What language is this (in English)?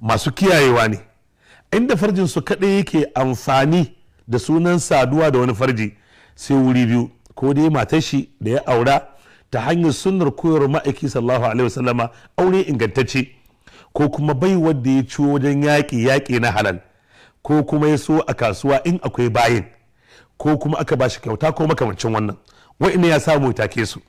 Hausa